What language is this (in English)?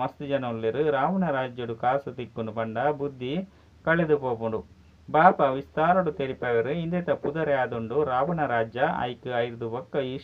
Tulu